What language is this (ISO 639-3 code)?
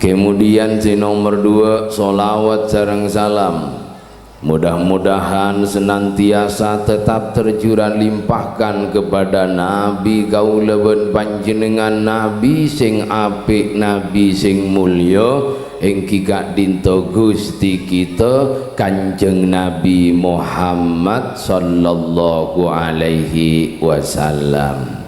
mad